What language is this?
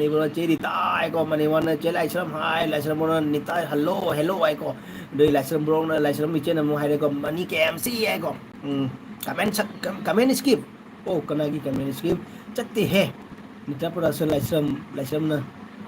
Manipuri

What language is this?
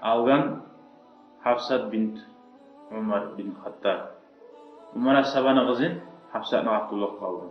Kumyk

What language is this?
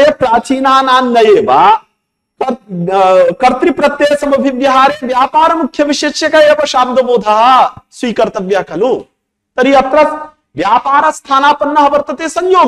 Sanskrit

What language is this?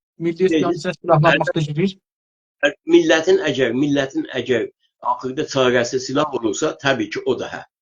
South Azerbaijani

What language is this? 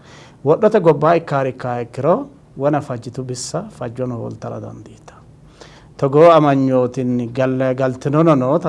Sidamo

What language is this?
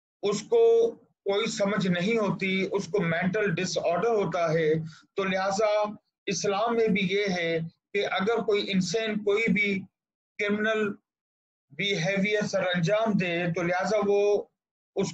Urdu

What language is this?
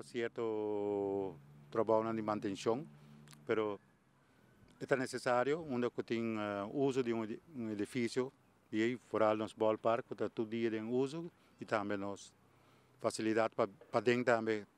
Papiamento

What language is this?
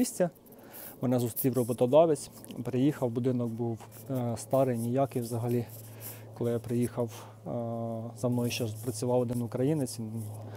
Ukrainian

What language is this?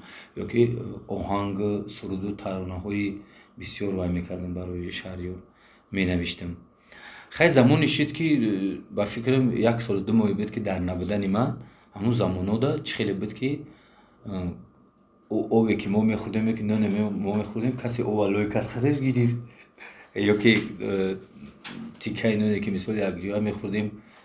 Tajik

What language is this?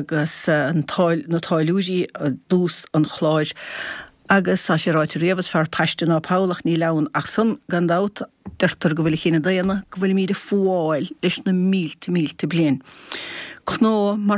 Irish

